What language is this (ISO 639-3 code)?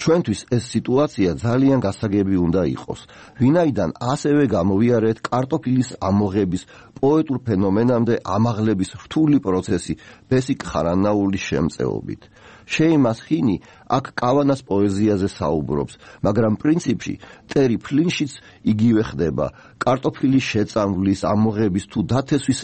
kat